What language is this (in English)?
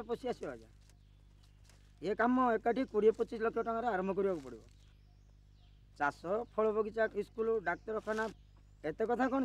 Odia